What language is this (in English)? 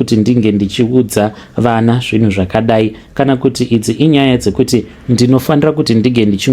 Shona